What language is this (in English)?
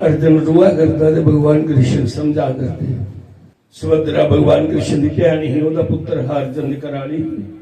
Dogri